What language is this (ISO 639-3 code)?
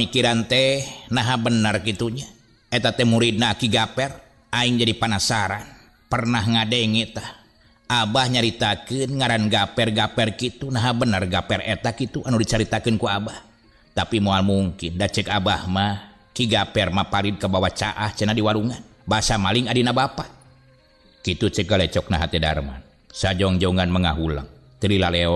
sun